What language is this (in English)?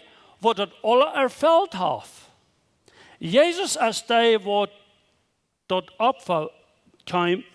Plautdietsch